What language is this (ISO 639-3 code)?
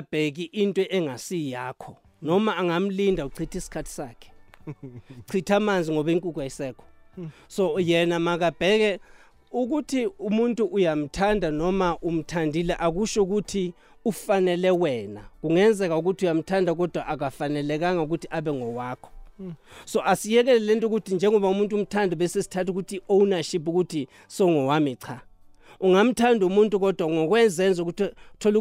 nbl